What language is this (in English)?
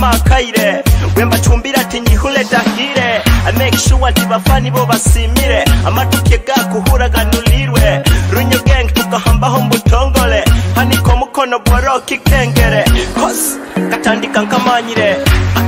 Nyoro